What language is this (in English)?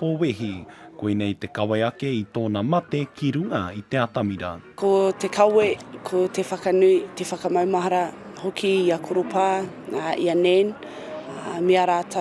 Māori